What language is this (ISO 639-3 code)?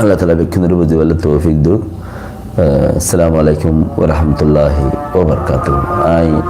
rhg